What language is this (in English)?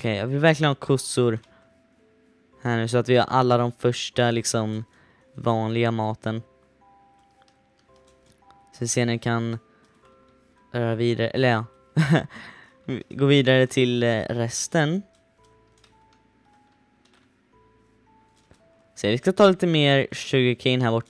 Swedish